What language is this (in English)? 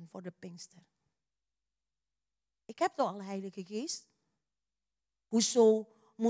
Dutch